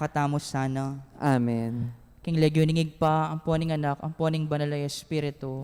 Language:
Pampanga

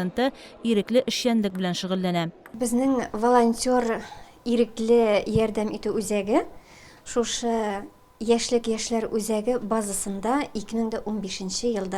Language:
Tatar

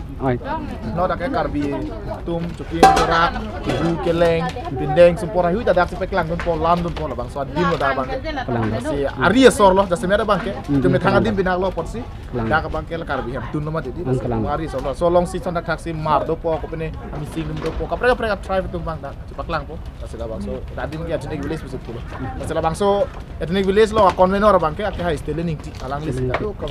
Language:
Karbi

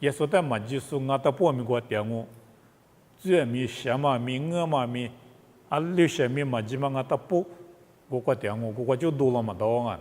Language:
Lisu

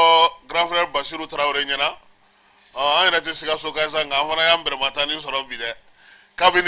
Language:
Bambara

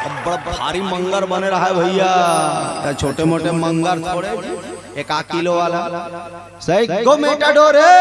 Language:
Chhattisgarhi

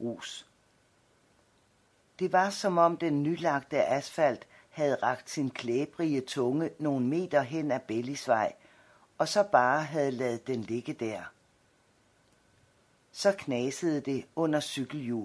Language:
Danish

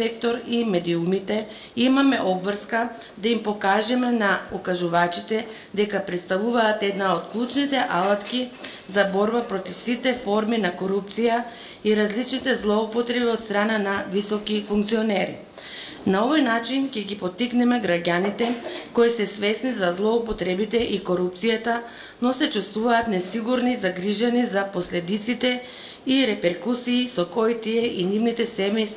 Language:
Macedonian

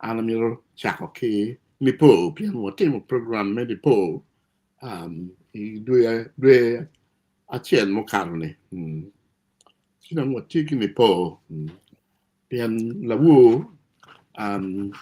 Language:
Acoli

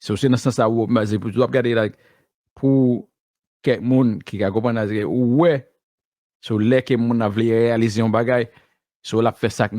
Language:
Haitian Creole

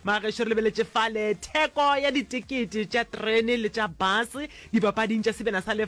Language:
Northern Sotho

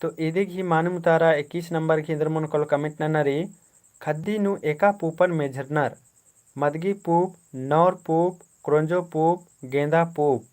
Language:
Kurukh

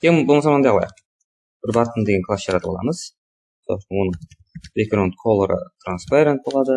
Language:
Kara-Kalpak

